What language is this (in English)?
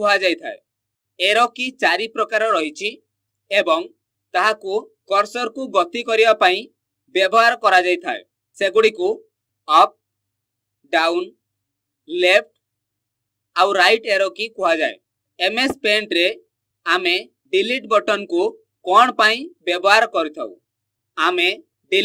Odia